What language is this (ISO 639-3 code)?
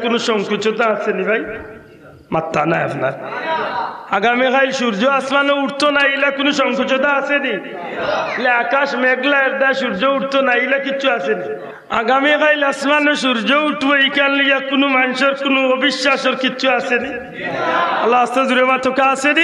syl